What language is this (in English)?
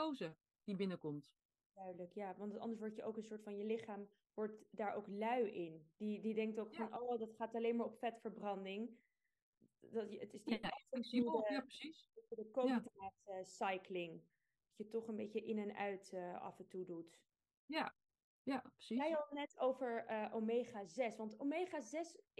Dutch